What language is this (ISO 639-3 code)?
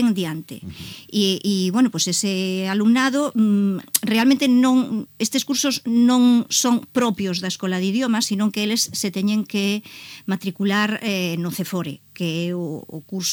glg